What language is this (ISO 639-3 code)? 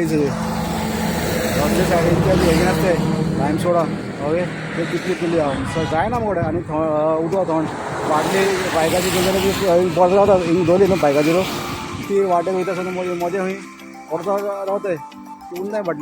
kok